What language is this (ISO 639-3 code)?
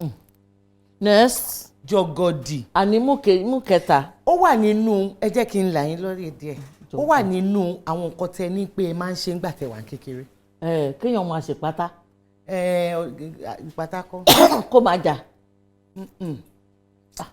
yor